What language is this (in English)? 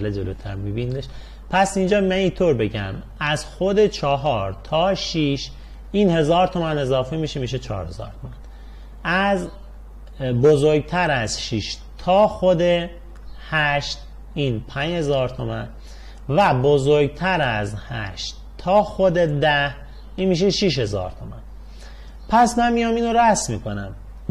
Persian